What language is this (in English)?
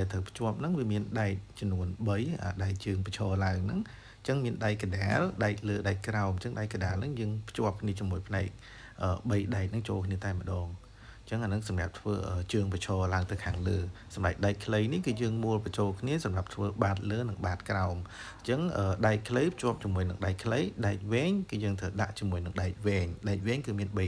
Khmer